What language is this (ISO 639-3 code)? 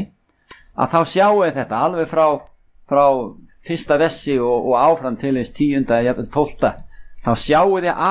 isl